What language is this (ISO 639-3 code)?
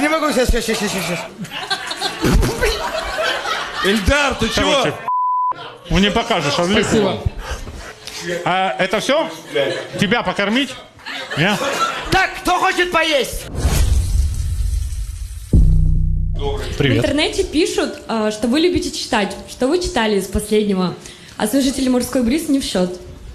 rus